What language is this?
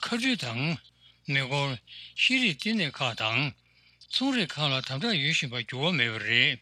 Tibetan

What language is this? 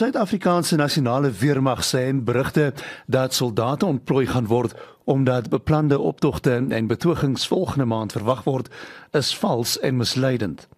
Afrikaans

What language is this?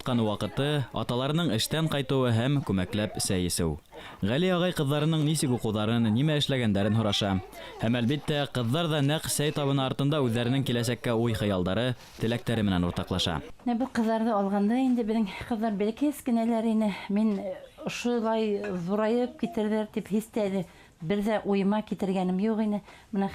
Bashkir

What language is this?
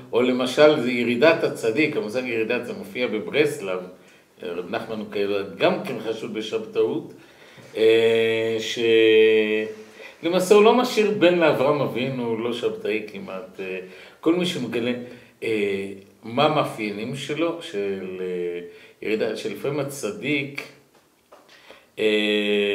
Hebrew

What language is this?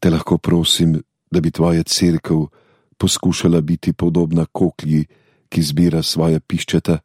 Slovenian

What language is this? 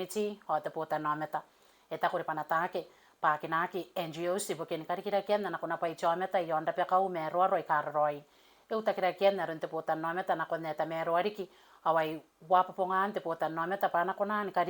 Gilbertese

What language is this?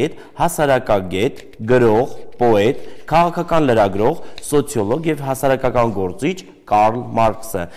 Armenian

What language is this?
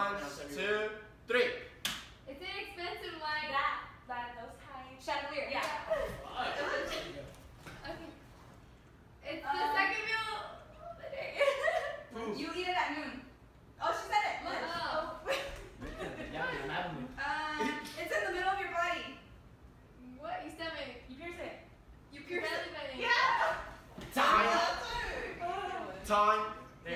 English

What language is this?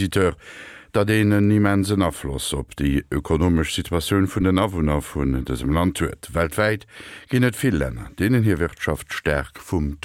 Luxembourgish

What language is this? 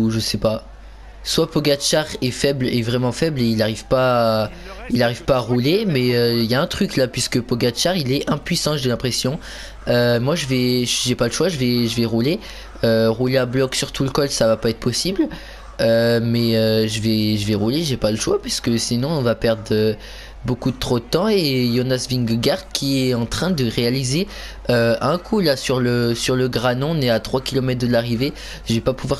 French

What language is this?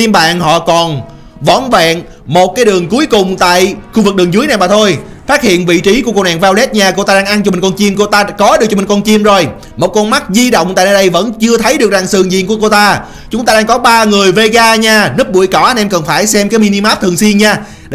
Vietnamese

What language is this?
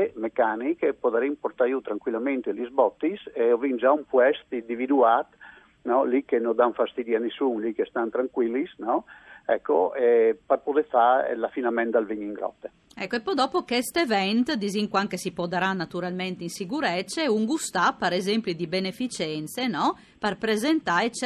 Friulian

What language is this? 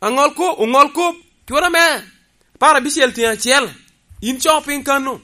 Lango (Uganda)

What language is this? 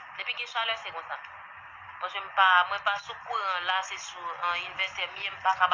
Haitian Creole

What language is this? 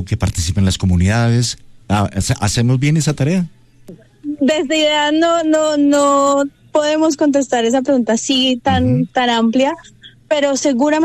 Spanish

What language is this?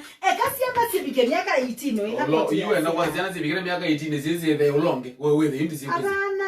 Kamba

